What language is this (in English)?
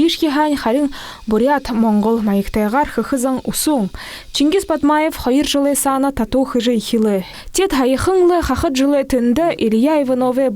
Buriat